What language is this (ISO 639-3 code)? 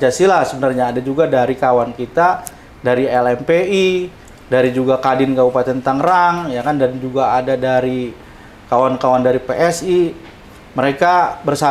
ind